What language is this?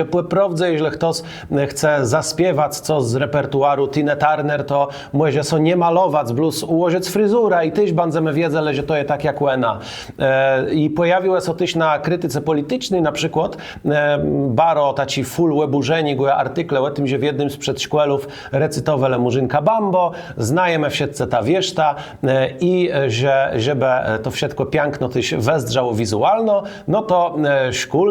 Kashubian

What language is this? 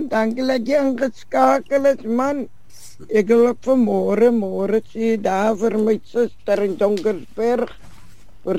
Afrikaans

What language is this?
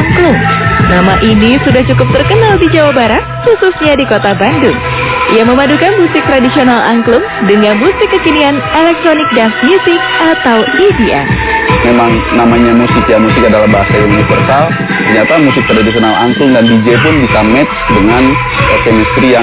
Indonesian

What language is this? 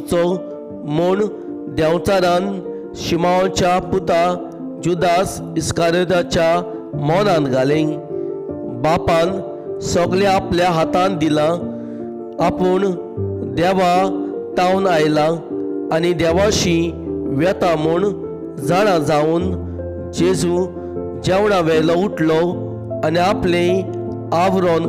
Konkani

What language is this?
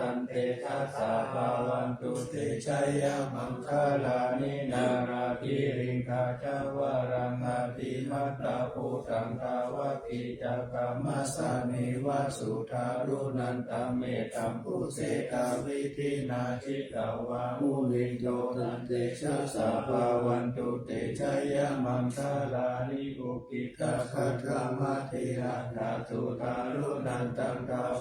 Pali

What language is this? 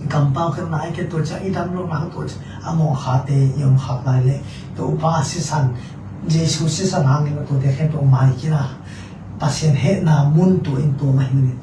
Tedim Chin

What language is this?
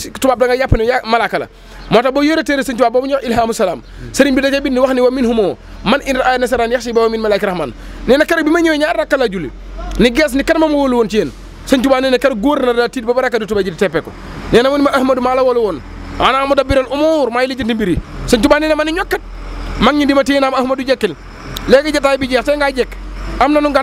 Wolof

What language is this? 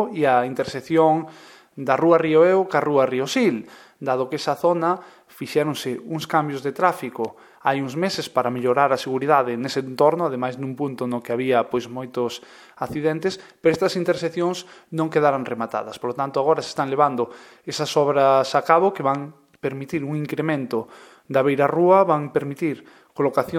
Galician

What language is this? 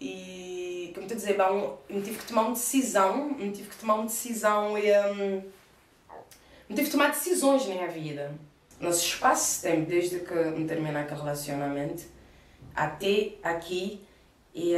Kabuverdianu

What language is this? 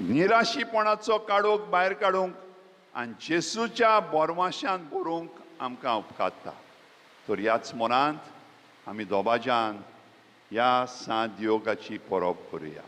Konkani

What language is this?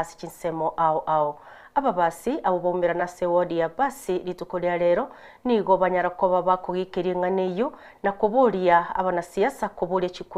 Gusii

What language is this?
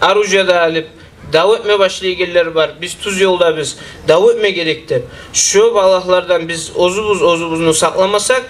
Kumyk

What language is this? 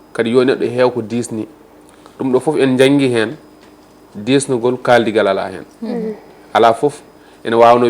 Fula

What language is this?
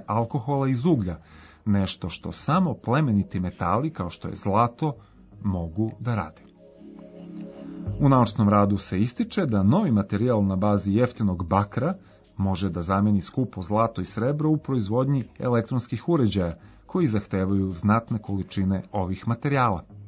Serbian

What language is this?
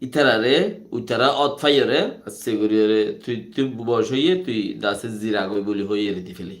Rohingya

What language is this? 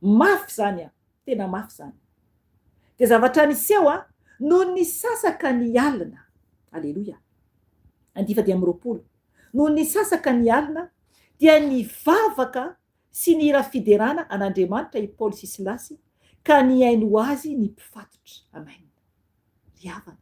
Malagasy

